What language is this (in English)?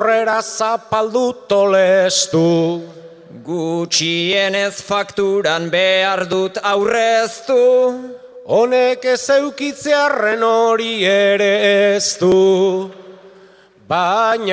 Basque